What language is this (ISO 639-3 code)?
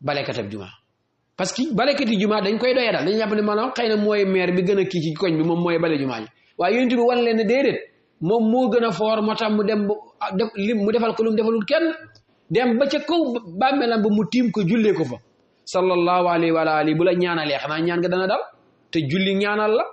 wol